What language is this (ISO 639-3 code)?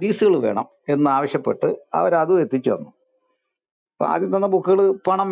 mal